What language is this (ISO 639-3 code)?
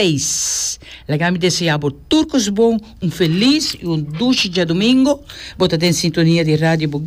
pap